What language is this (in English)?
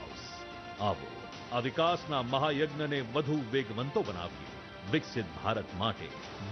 Gujarati